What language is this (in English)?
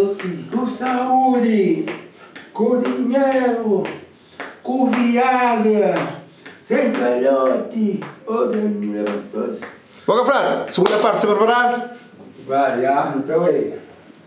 Kabuverdianu